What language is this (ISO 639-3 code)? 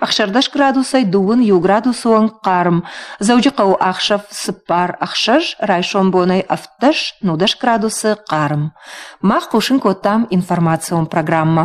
oss